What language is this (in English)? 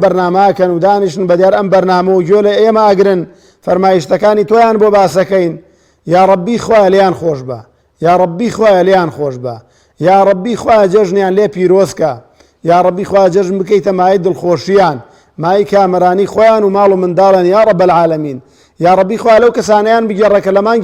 Central Kurdish